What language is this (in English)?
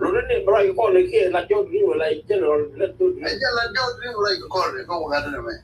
Nuer